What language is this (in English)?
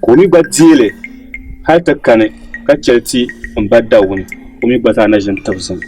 Dagbani